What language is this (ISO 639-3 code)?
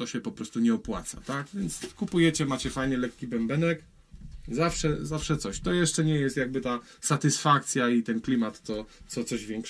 pol